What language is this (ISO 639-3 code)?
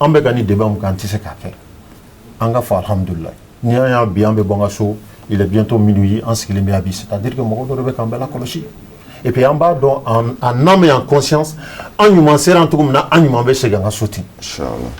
bam